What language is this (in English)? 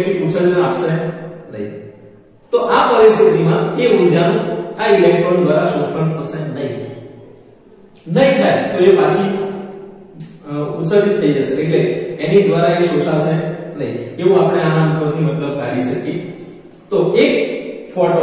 Gujarati